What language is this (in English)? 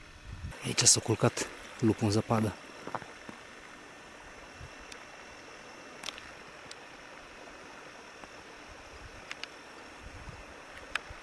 Romanian